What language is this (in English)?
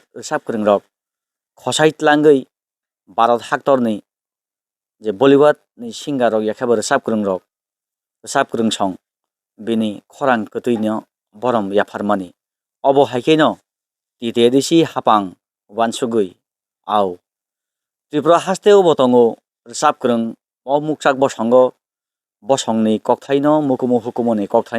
Kok Borok